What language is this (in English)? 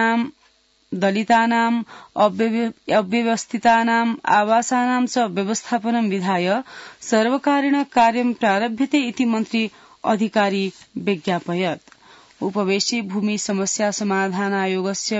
Sanskrit